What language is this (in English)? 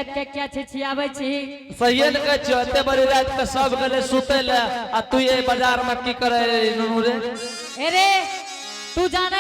Angika